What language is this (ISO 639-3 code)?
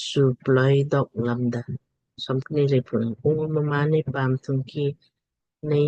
lmk